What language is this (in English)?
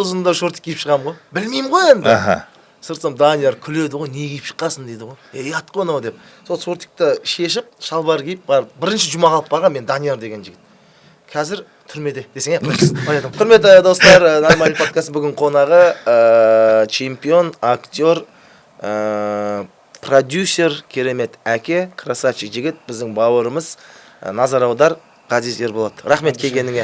Kazakh